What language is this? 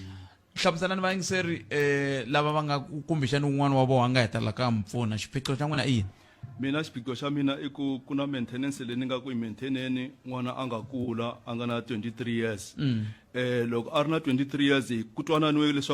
Tsonga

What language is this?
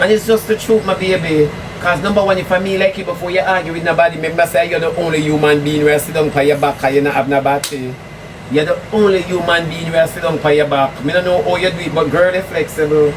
Jamaican Creole English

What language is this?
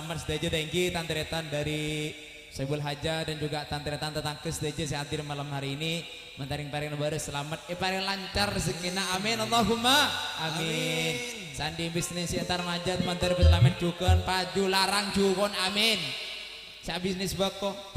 Madurese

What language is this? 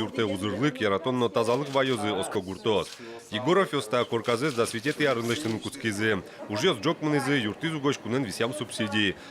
Udmurt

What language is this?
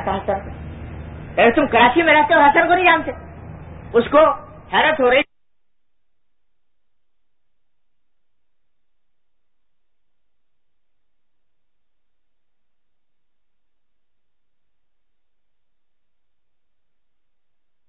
Urdu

